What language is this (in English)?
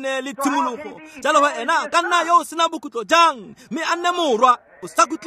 Tswana